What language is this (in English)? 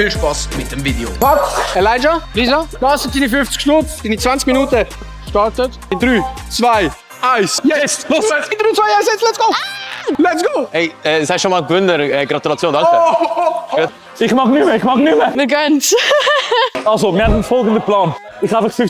Swiss German